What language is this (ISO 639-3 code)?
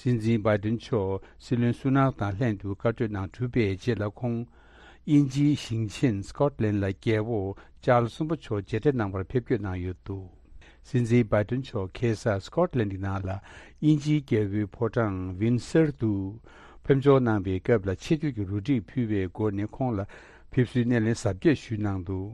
bod